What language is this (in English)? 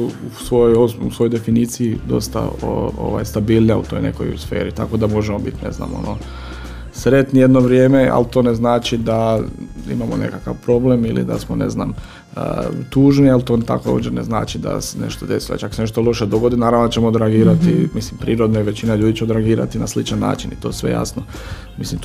Croatian